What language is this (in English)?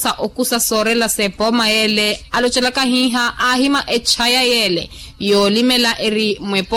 Makhuwa